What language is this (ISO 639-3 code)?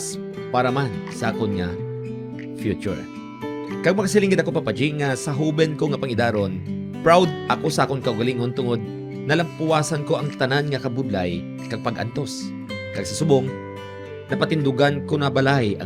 hil